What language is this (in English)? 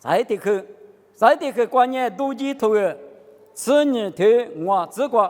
Lisu